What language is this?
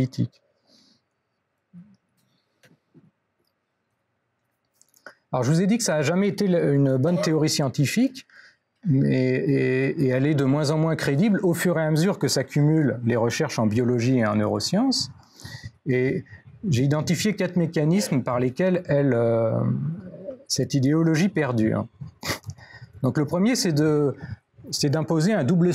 French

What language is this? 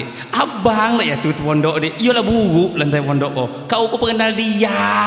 Jambi Malay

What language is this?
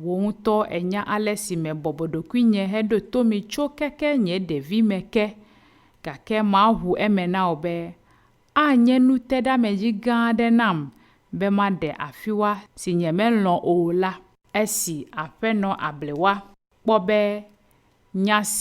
Ewe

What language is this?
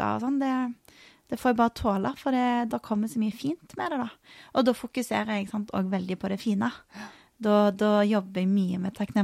Norwegian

